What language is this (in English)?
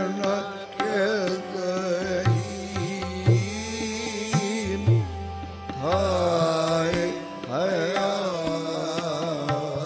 Punjabi